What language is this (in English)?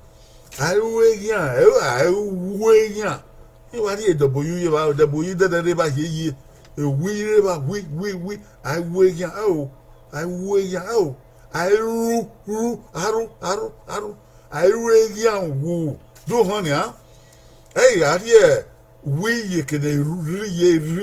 Bini